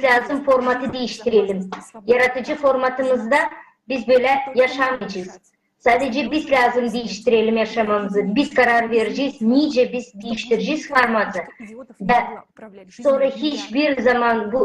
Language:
Gagauz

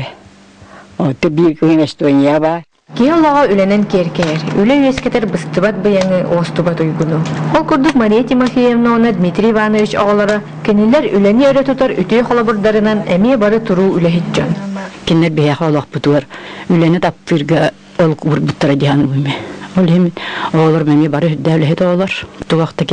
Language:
Yakut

